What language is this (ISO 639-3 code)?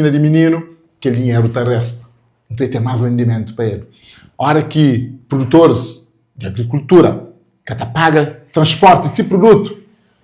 kea